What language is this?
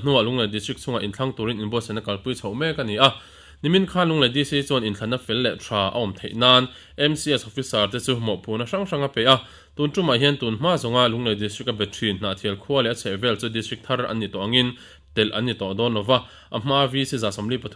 Mizo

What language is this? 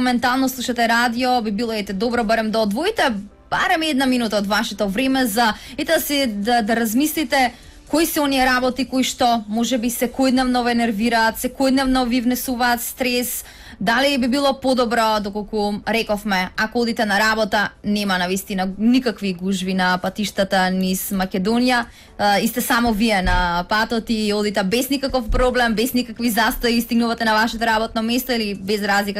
Macedonian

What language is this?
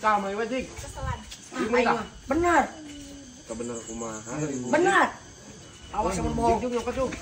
Sundanese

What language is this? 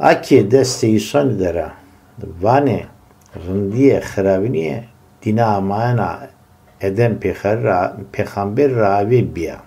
Zaza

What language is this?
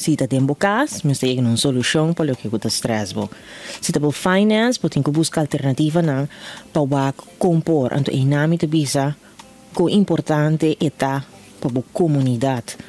Papiamento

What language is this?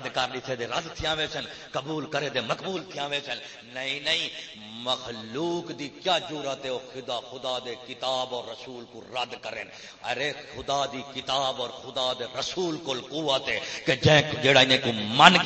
Saraiki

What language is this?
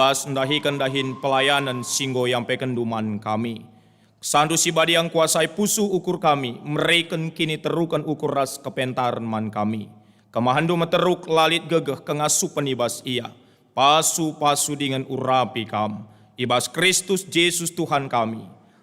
Batak Karo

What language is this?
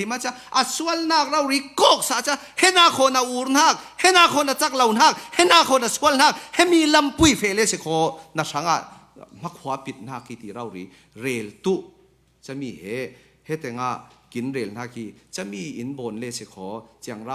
Falam Chin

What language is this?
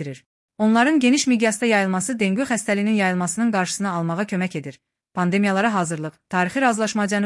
Azerbaijani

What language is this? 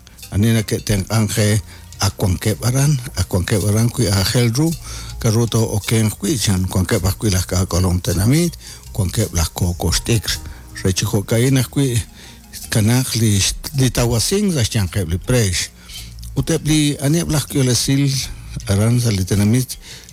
Kekchí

